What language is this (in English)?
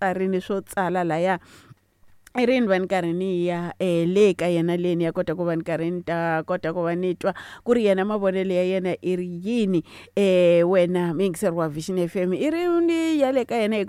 Tsonga